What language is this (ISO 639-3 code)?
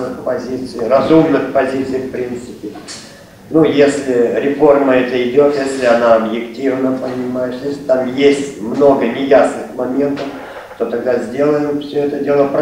rus